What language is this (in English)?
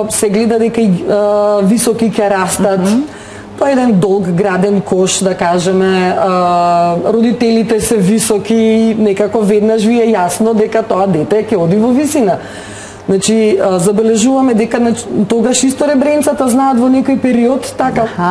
Macedonian